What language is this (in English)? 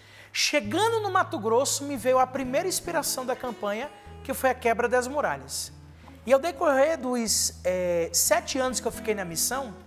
Portuguese